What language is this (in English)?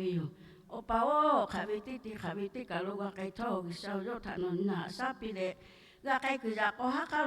Lahu